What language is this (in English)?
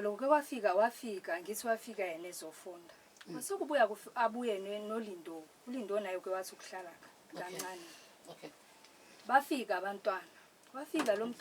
Zulu